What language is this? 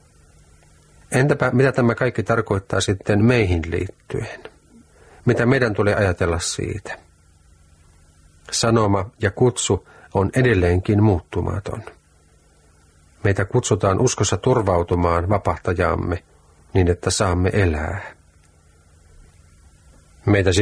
Finnish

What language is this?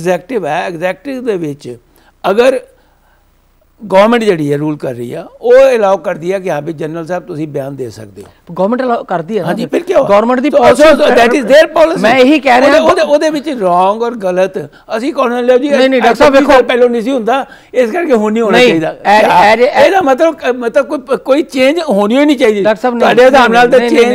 Punjabi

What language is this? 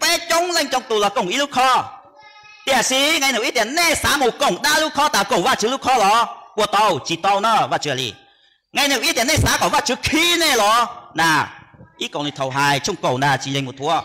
Hmong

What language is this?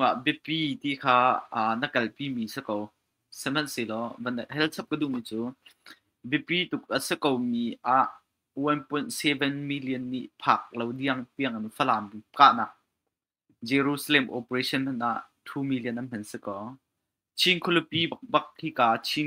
Hakha Chin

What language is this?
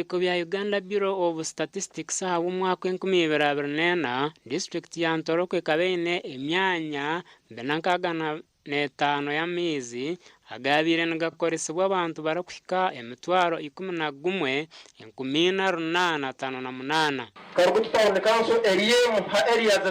Nyankole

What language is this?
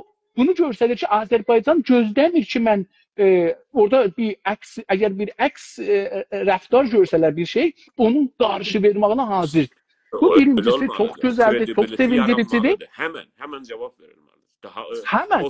South Azerbaijani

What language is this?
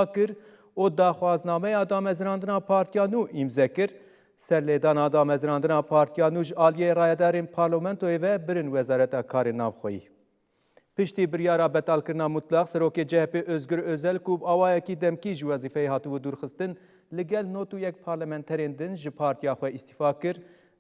Kurdish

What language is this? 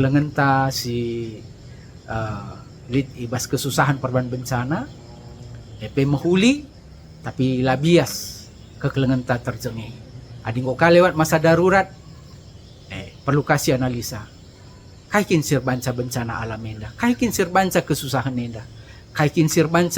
Batak Karo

